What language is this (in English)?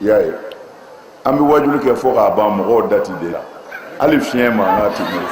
Bambara